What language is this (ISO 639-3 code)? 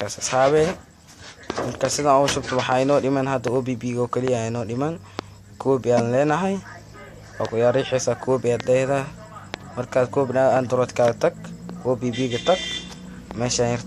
som